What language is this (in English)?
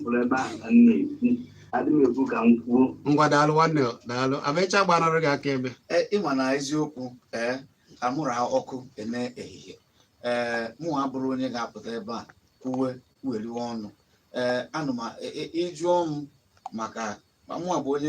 Igbo